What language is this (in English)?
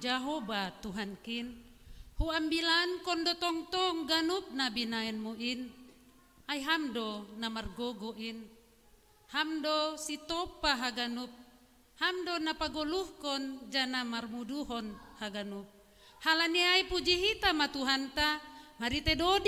Batak Simalungun